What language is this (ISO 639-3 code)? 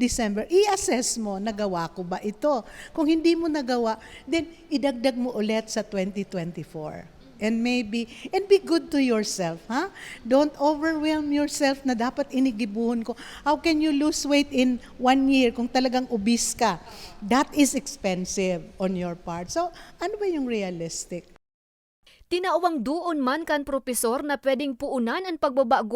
bik